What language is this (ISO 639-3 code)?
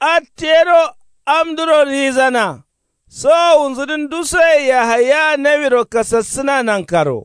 kau